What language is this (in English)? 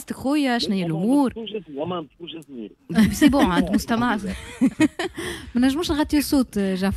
Tunisian Arabic